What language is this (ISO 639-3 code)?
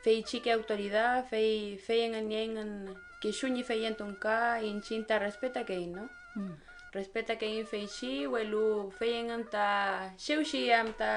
arn